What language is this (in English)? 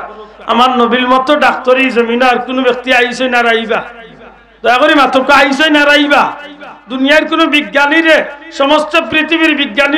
Sylheti